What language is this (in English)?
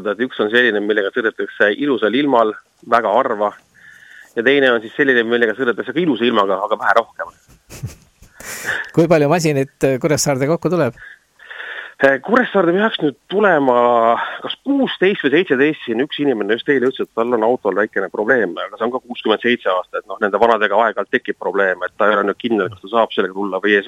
Estonian